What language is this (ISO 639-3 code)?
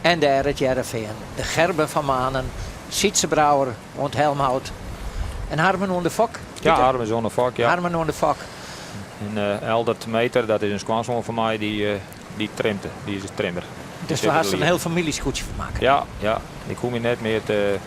fry